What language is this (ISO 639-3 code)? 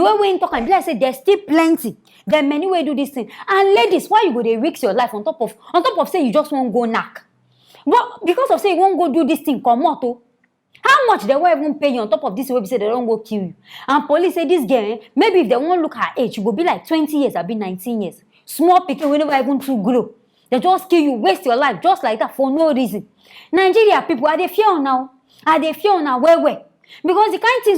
pcm